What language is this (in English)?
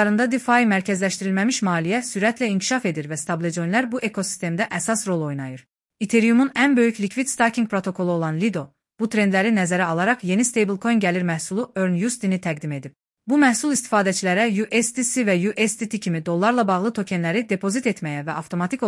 Azerbaijani